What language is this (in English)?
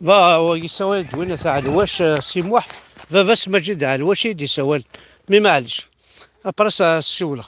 Kabyle